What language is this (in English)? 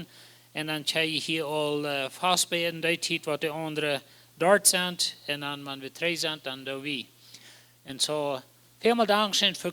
Plautdietsch